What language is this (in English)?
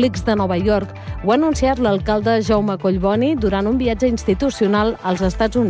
Catalan